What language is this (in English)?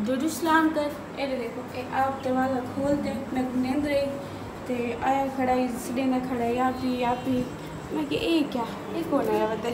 Saraiki